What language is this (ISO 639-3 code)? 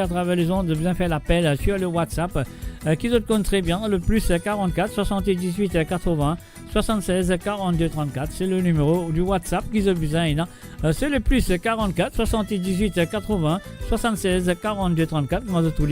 mfe